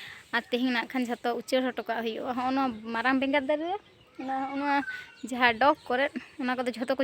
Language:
Santali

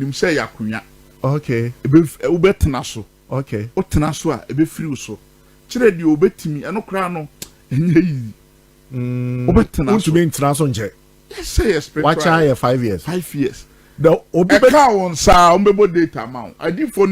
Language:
Akan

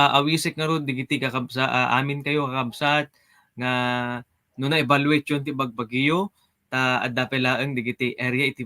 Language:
Iloko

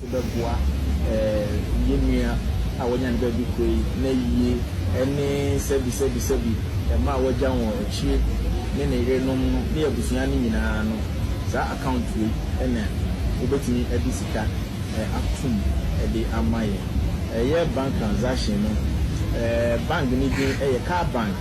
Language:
Akan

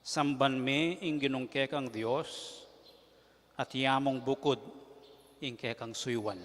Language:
Pampanga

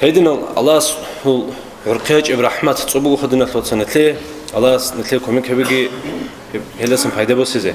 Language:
Avaric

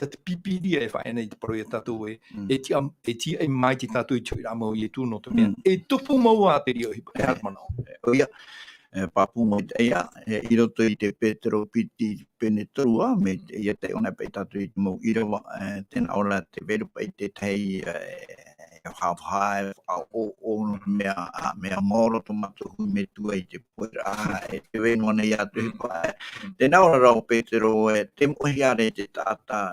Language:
Tahitian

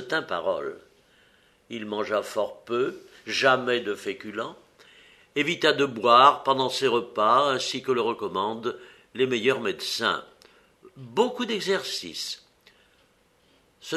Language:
French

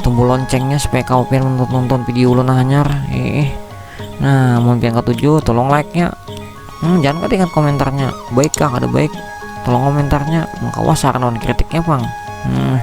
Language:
Banjar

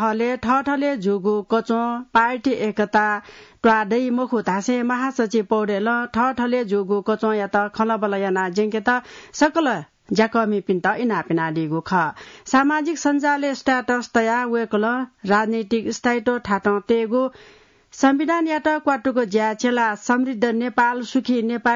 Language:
Newari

